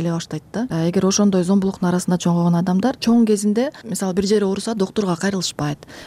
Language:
Kyrgyz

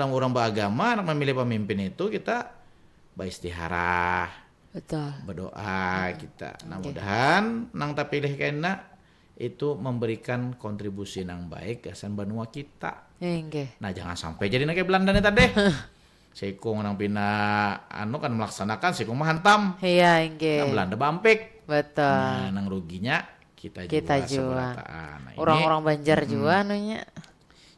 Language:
Banjar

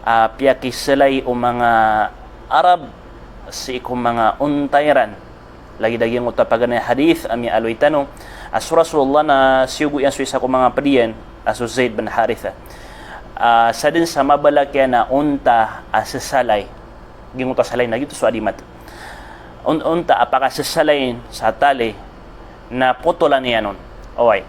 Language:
Maranao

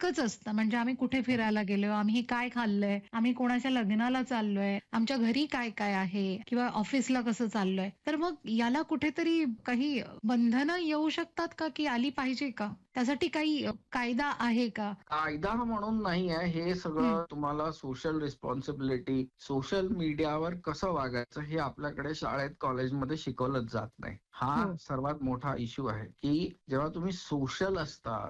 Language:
Marathi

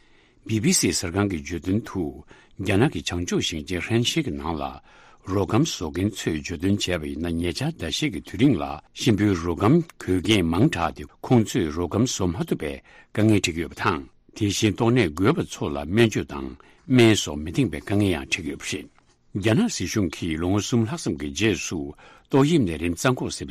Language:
Tibetan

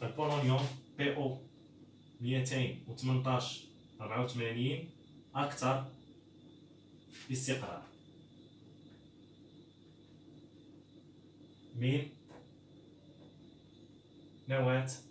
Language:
Moroccan Arabic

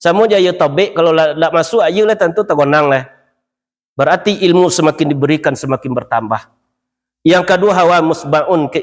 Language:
Minangkabau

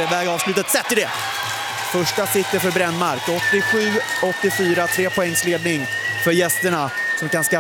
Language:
Swedish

